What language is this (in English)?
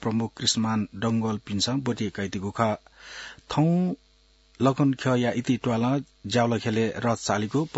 Newari